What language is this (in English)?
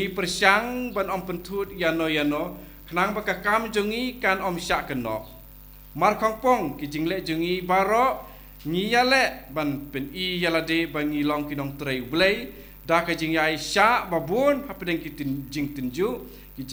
Khasi